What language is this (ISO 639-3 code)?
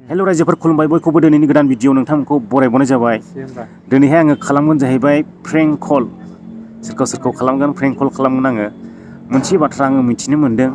brx